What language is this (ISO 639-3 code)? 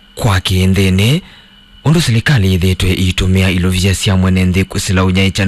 kam